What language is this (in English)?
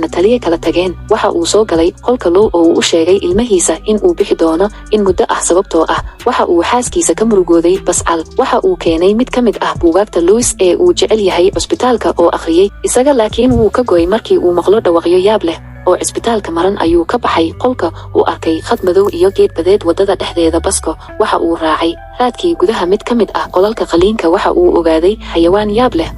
Somali